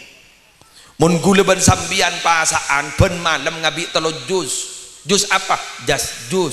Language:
Madurese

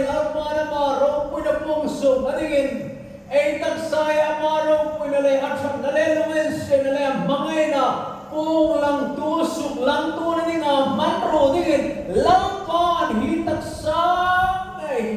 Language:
Hmar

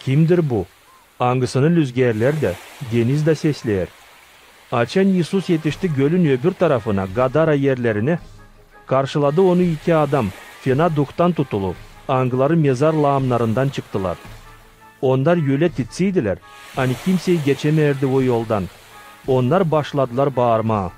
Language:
Gagauz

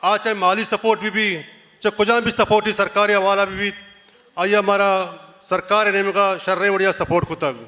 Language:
Baluchi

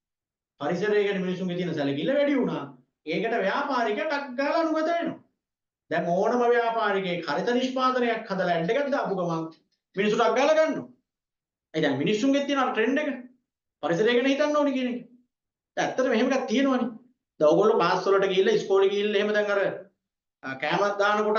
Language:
Sinhala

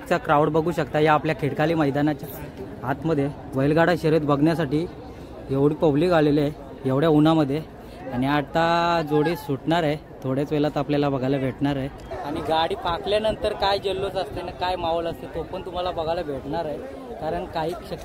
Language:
Marathi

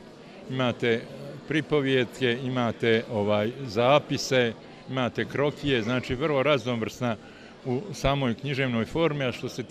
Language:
Bosnian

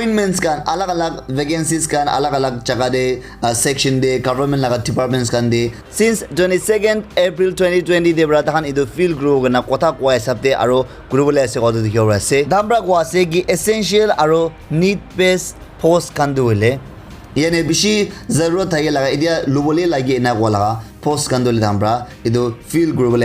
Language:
Naga Pidgin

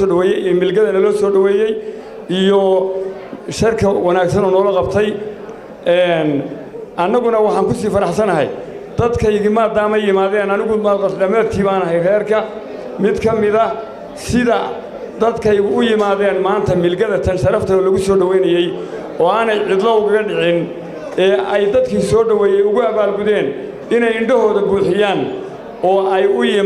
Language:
Somali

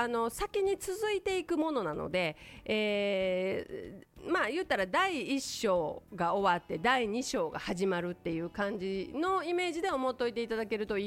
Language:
Japanese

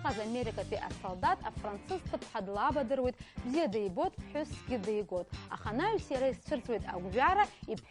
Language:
Abkhazian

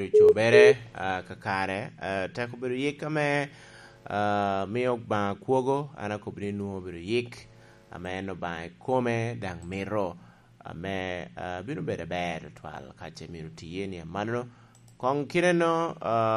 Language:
Lango (Uganda)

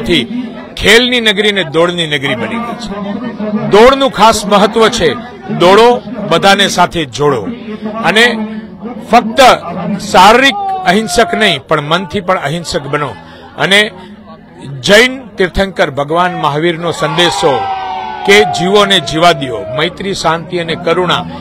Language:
Gujarati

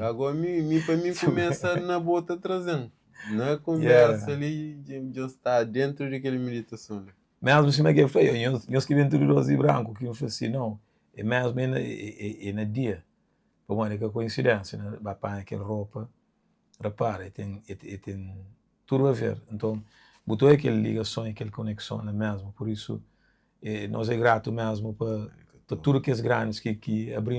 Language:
Kabuverdianu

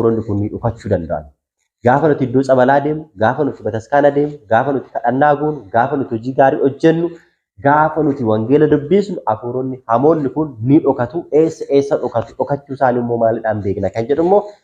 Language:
Oromo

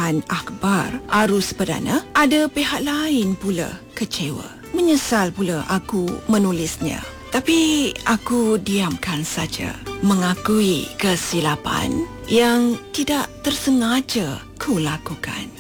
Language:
Malay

